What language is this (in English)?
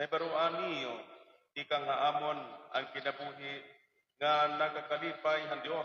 Waray